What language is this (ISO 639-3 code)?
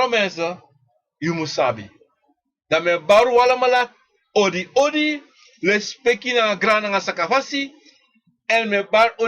srn